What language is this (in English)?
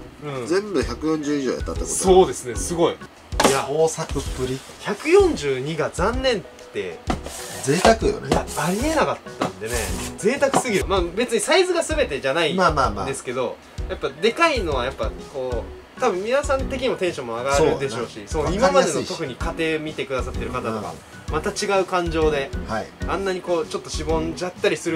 Japanese